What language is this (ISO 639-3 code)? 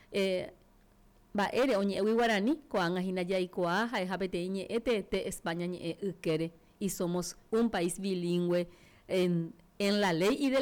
grn